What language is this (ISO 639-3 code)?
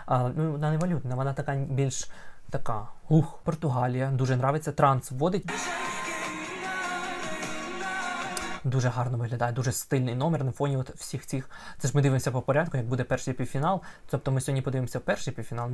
ukr